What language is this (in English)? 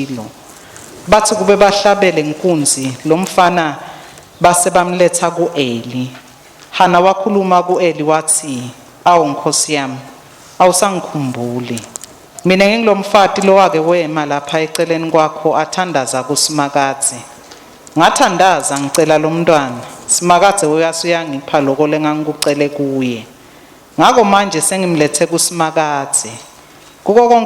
Swati